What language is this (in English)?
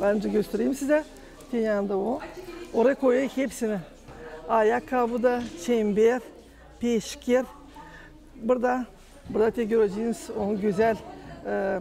Gagauz